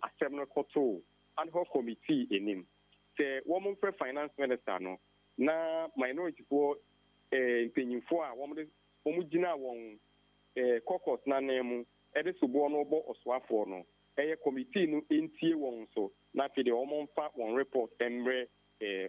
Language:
Akan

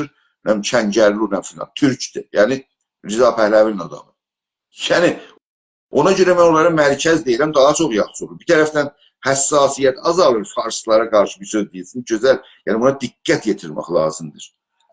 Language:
South Azerbaijani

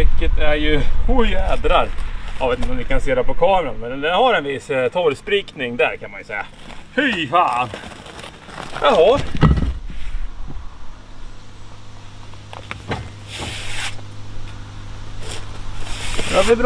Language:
Swedish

